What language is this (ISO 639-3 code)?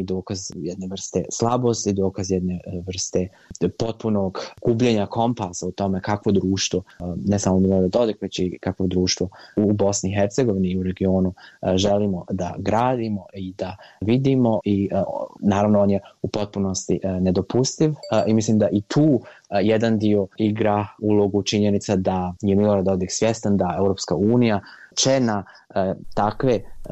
bos